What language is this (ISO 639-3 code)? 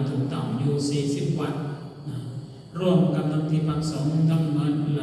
tts